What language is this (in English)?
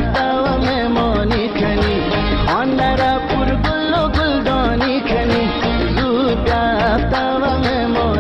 Persian